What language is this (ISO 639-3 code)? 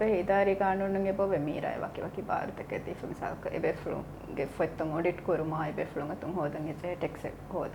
div